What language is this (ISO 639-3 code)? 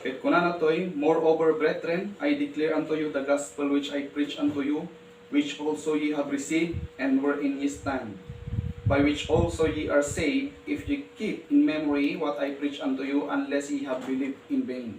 ilo